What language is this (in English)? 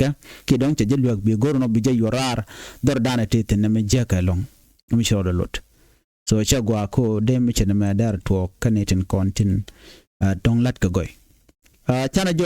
Nuer